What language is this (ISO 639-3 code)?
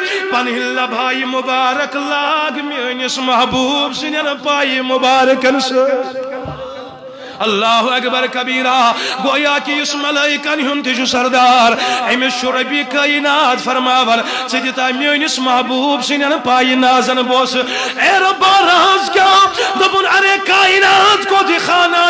kas